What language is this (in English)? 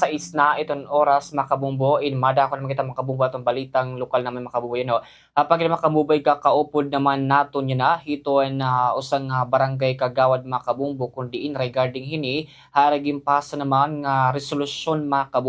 Waray